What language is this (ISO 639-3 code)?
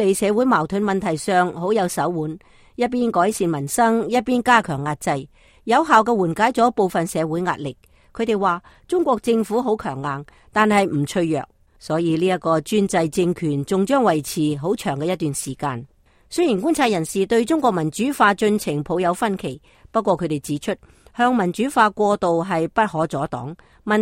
yue